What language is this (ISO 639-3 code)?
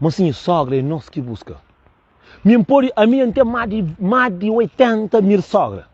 kea